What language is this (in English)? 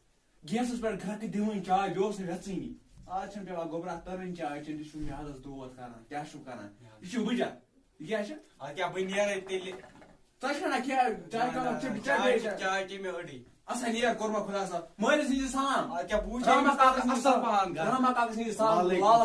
Kashmiri